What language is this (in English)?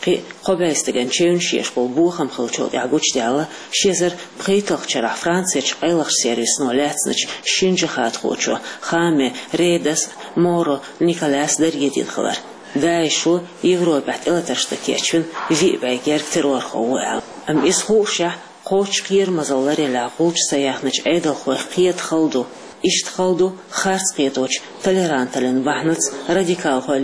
Chechen